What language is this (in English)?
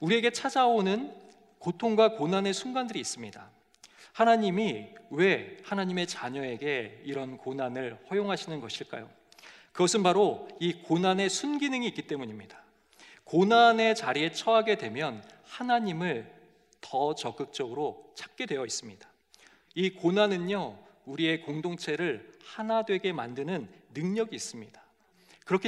Korean